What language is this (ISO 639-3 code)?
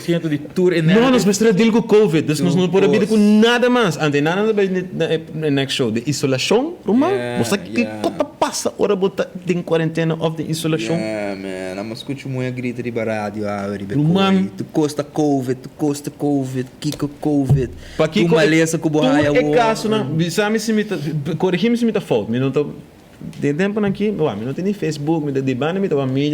pap